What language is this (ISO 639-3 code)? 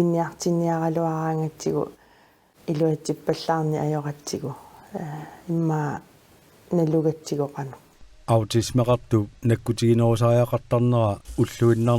kal